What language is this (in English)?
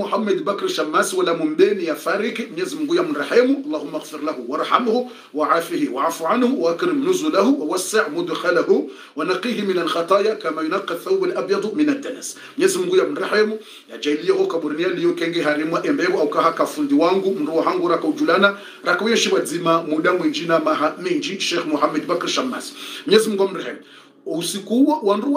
Swahili